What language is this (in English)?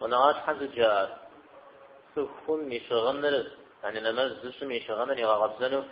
Kabardian